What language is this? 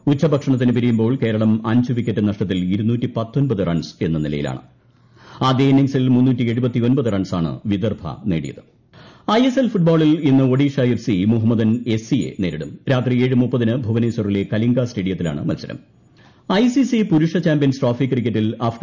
Malayalam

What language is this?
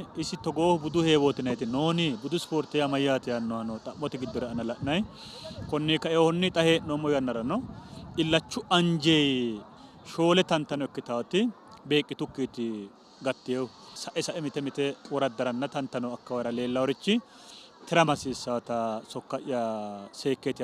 Sidamo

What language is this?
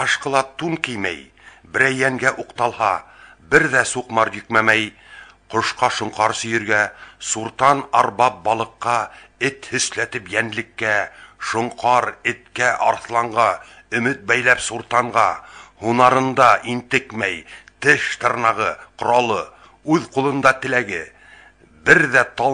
Bashkir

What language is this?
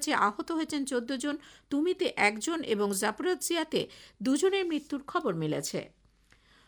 Bangla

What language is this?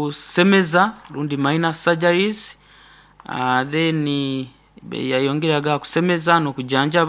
Nyoro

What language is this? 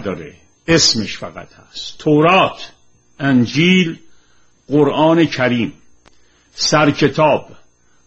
Persian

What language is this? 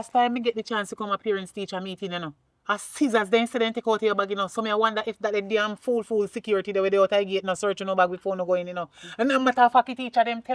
Jamaican Creole English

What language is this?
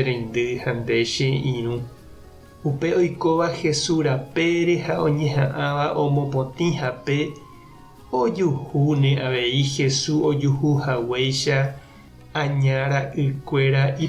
Guarani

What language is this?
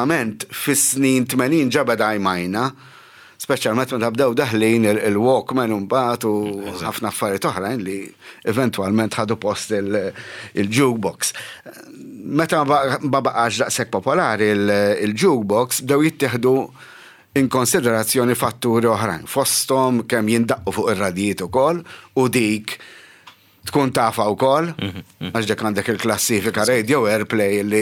Maltese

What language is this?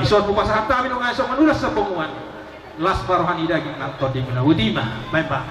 Batak Toba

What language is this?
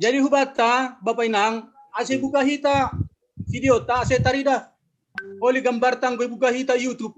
Batak Simalungun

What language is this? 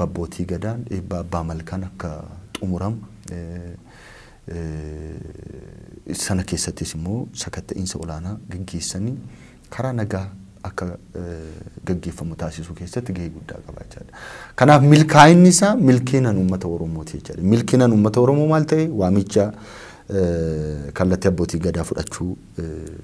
Oromo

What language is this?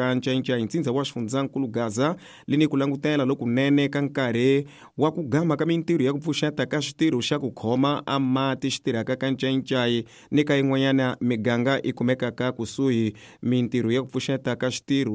Tsonga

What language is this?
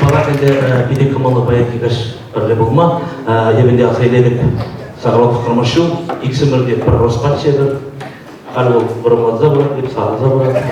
Chuvash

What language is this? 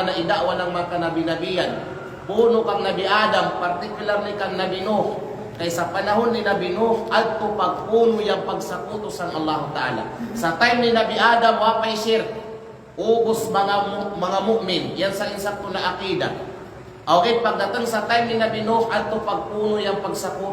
Kalagan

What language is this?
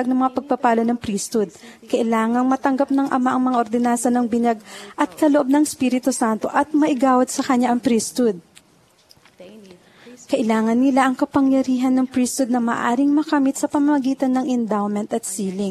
Filipino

